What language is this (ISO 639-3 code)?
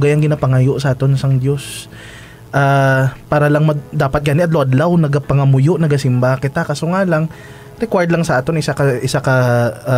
hil